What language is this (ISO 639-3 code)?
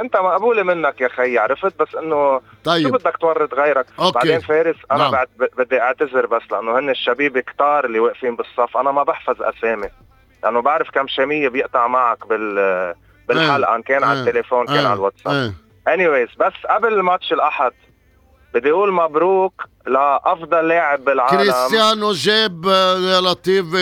apc